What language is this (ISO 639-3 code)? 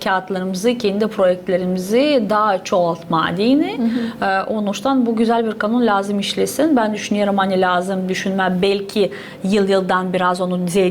gag